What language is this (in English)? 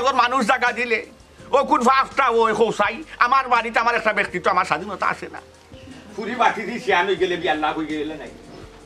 Sylheti